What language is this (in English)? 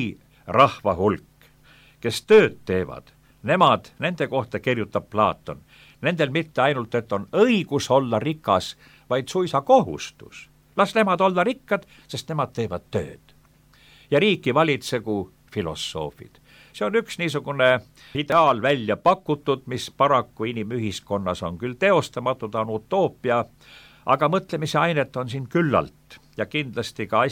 Estonian